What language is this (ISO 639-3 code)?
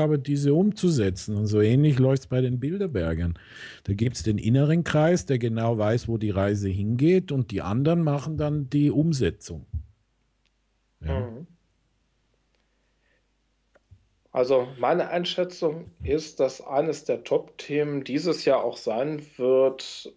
deu